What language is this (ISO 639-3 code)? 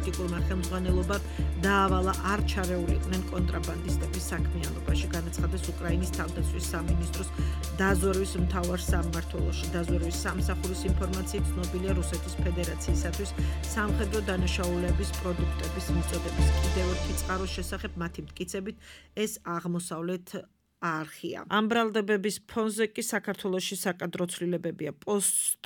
kat